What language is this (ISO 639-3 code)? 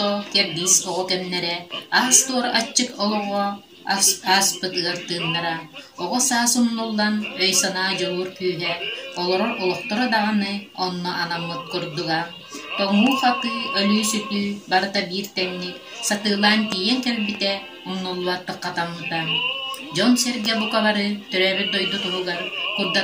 sah